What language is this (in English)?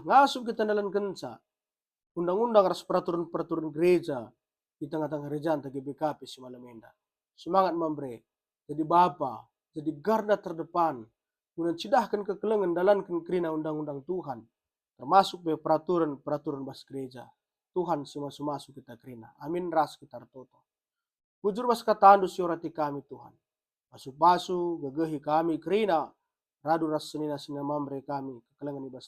Batak Karo